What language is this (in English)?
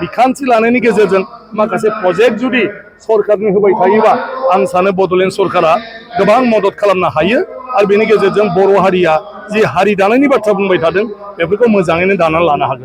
Bodo